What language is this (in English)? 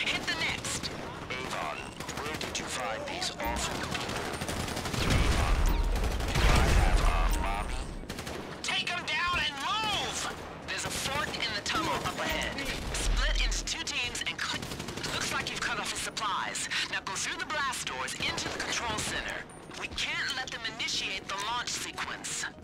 English